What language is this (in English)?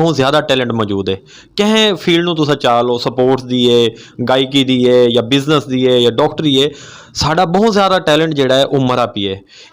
Western Panjabi